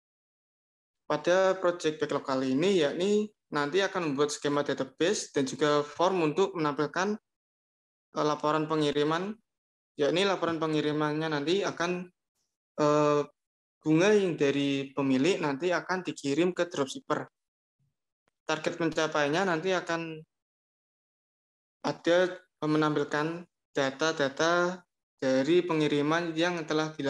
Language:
Indonesian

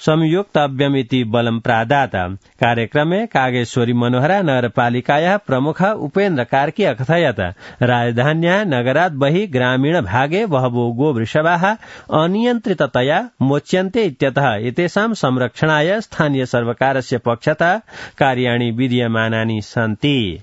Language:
Sanskrit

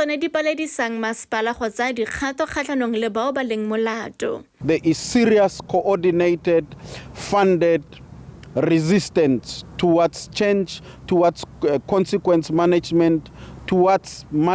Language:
Tswana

